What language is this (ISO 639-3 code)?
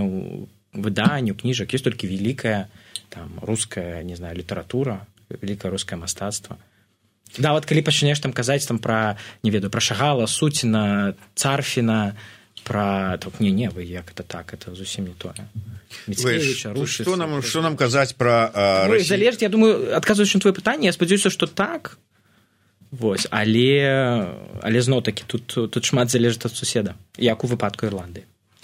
bel